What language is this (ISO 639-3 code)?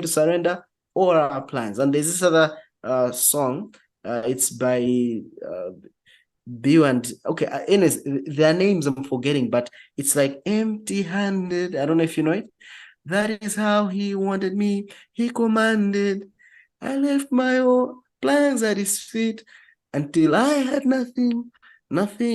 eng